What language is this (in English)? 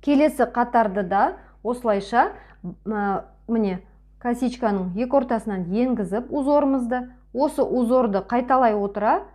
Kazakh